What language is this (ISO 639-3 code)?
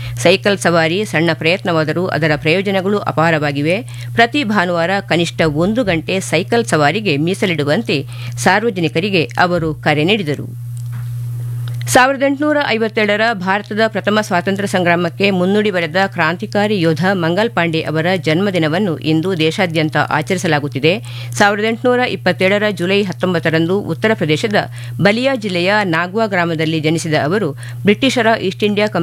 kan